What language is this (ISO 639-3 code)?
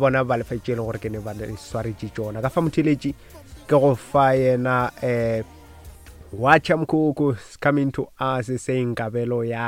nso